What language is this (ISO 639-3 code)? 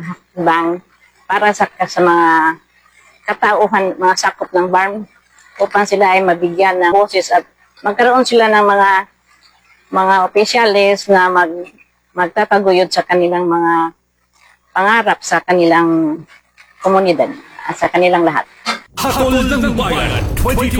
fil